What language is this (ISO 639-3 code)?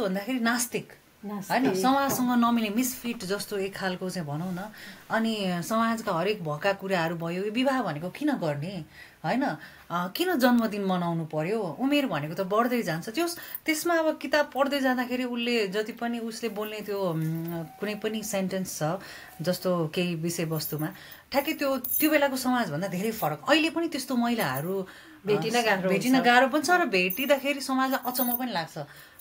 nep